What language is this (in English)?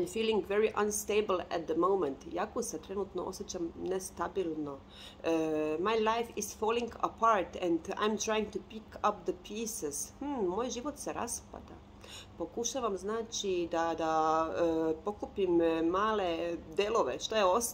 Croatian